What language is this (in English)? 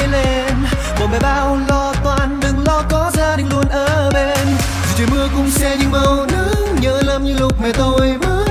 Vietnamese